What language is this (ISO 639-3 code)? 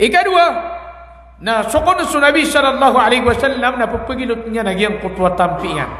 mrw